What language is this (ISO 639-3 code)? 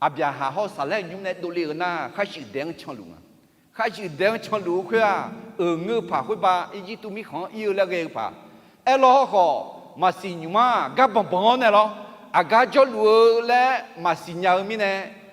ahk